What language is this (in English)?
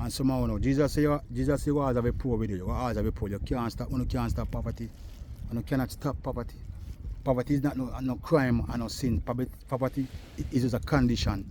Jamaican Creole English